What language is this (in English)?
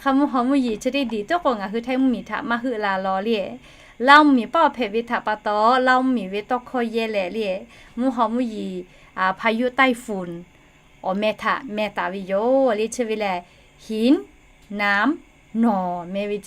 Lahu